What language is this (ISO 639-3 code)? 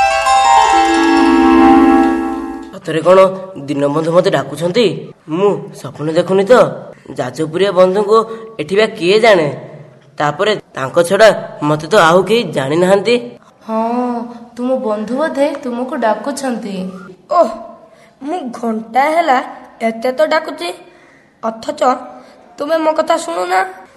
ori